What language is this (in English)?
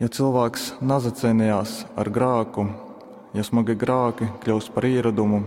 Latgalian